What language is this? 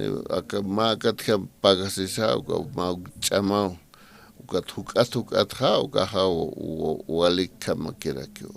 Aymara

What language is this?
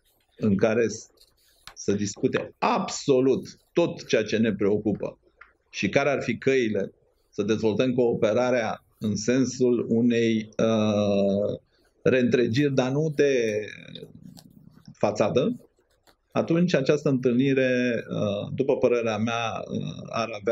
Romanian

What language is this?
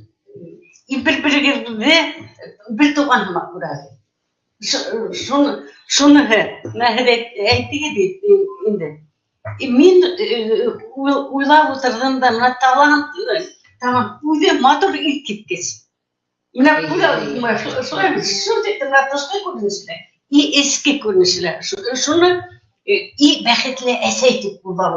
Bashkir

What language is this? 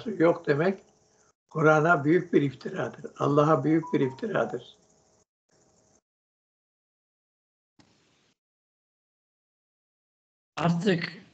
Turkish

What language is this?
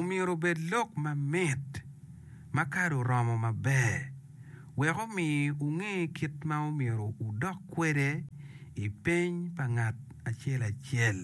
Acoli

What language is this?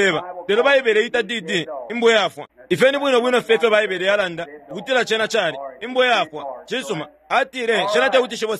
Bemba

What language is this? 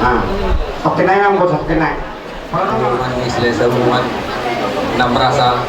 Batak Toba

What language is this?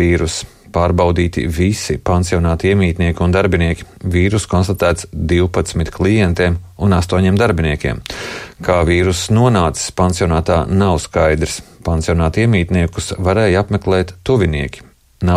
Latvian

